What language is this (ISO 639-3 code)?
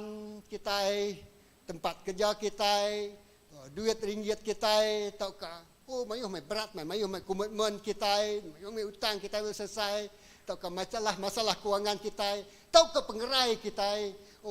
iba